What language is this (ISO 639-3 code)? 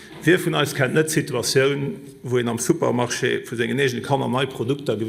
ltz